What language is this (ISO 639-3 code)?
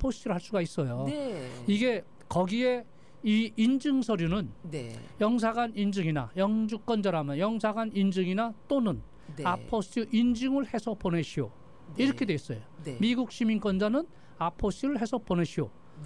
kor